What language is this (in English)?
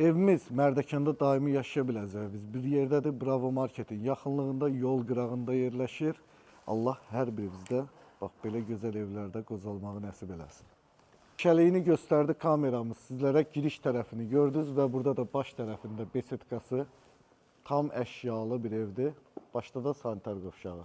Azerbaijani